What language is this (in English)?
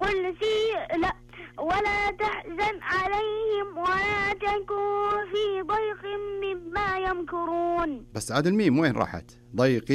Najdi Arabic